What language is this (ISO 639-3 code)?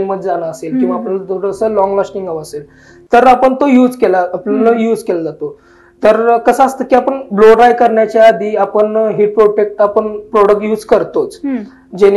mar